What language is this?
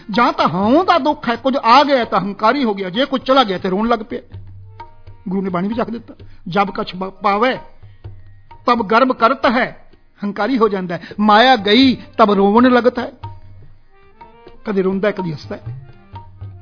Punjabi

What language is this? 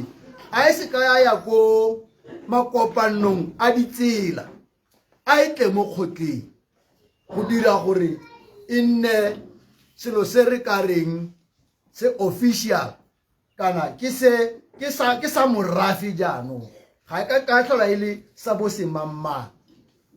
Tswana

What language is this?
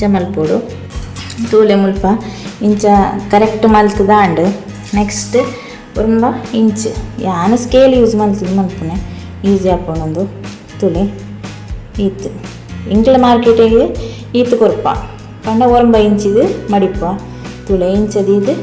Tulu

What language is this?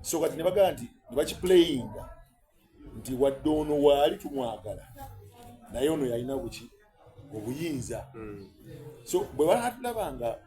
Soga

